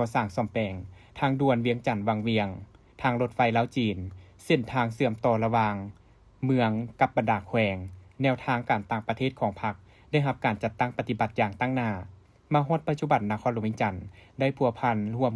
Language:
Lao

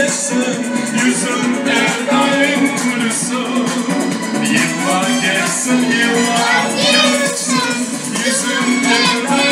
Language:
Crimean Tatar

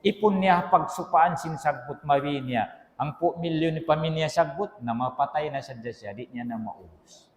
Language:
Tausug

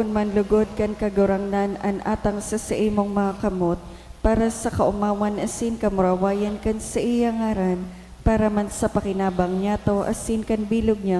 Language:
Bikol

